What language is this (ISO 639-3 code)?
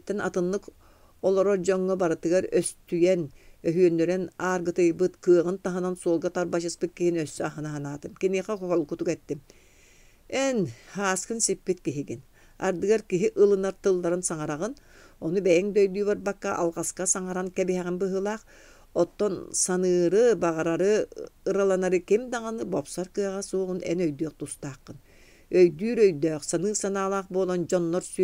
sah